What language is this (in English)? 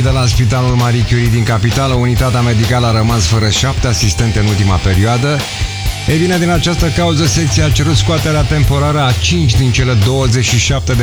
Romanian